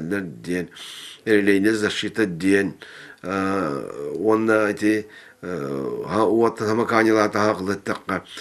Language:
Yakut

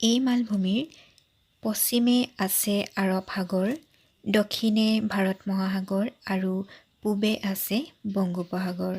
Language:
Assamese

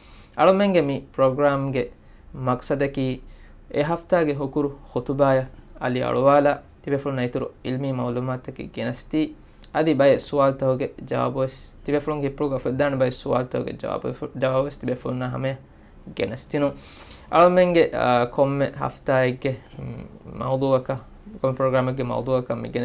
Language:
Divehi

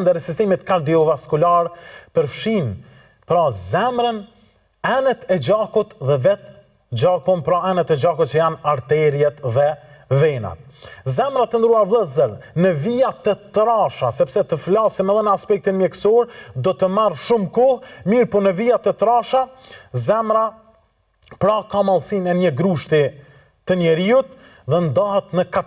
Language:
Albanian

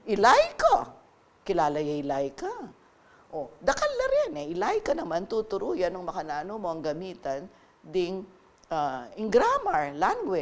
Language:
Pampanga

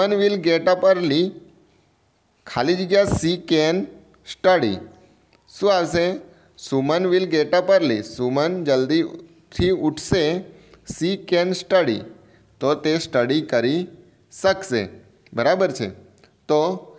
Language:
Gujarati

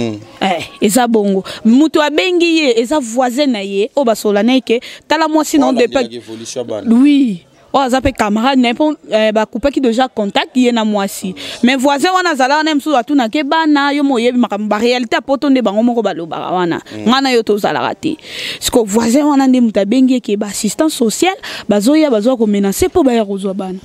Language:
Lingala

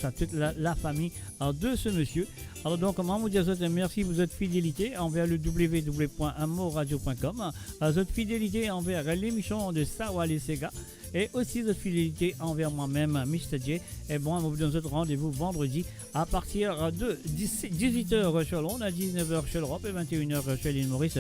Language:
Morisyen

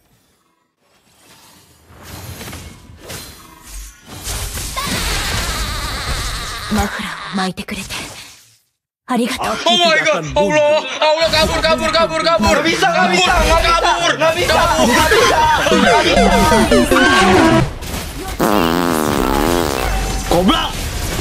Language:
Indonesian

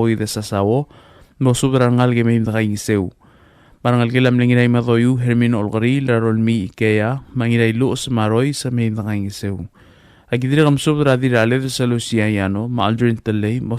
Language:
Palauan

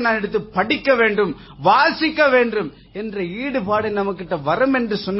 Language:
Tamil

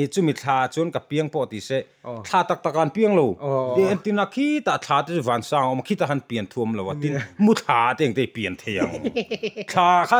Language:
Mizo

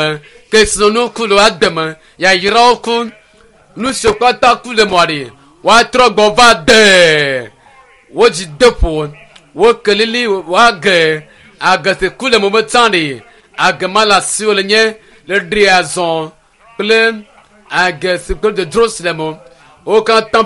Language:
Ewe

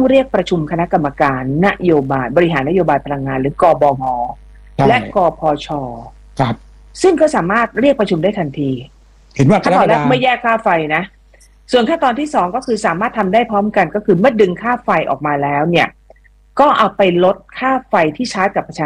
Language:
Thai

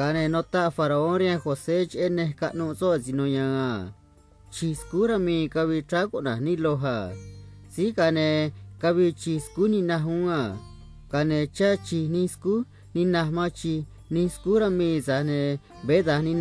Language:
Copala Triqui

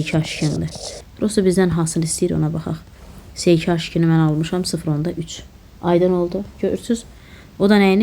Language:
Azerbaijani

